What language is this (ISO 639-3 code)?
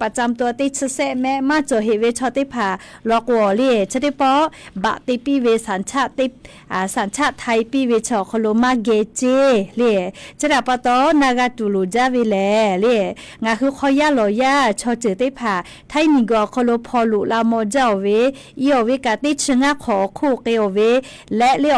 lhu